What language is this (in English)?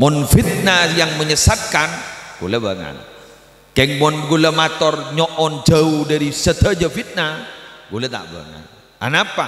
Madurese